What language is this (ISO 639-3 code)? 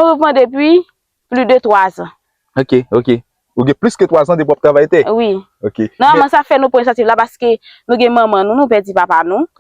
hat